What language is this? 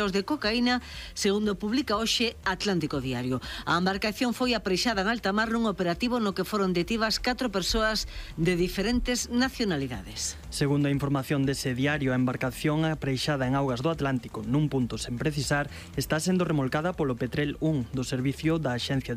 Galician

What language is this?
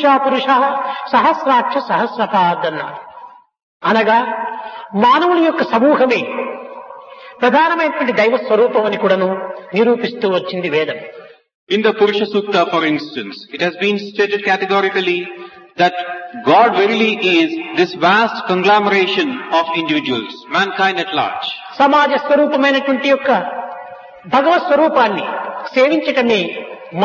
Telugu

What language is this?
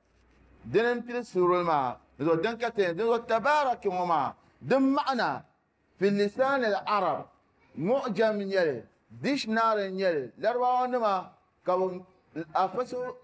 Dagbani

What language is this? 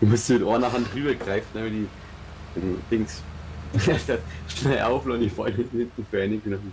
Bavarian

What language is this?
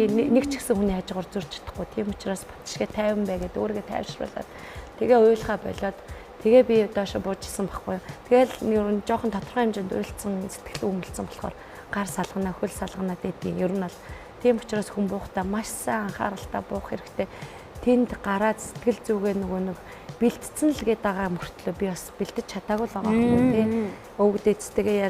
Mongolian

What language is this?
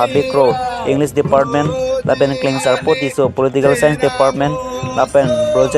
Karbi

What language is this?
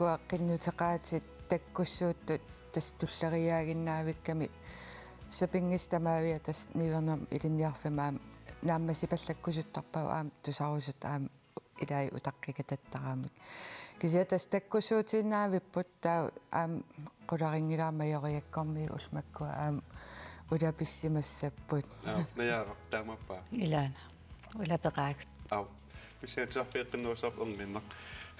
Kalaallisut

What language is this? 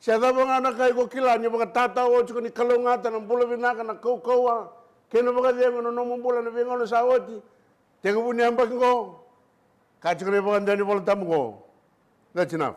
Fijian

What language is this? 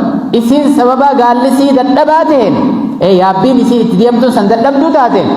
Oromo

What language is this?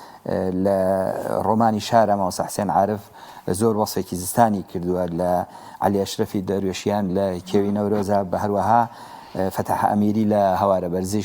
Central Kurdish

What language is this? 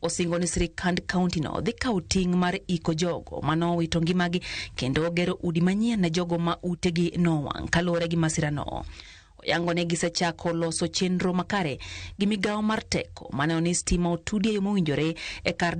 Luo (Kenya and Tanzania)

